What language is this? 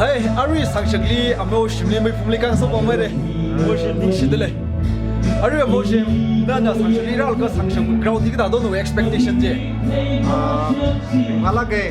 Tangkhul Naga (India)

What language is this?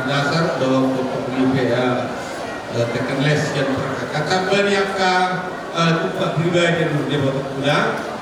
Batak Toba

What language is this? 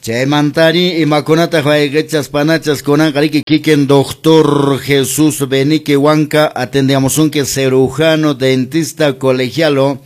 Quechua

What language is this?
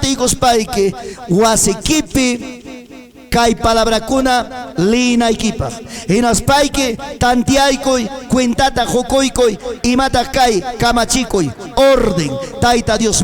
Ayacucho Quechua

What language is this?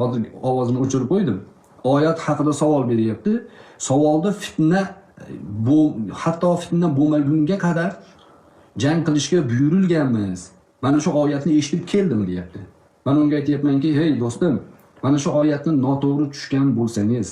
Uzbek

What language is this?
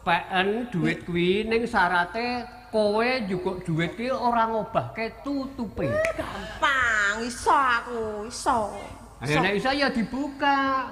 Javanese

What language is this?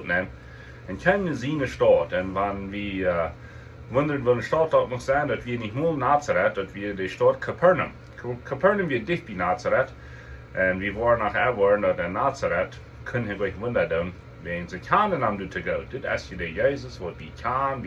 Plautdietsch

